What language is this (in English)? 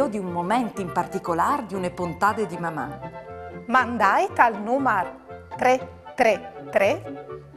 Friulian